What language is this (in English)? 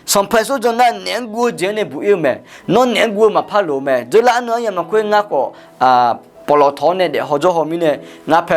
Akha